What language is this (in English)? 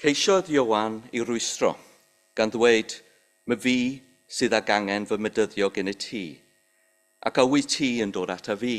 Welsh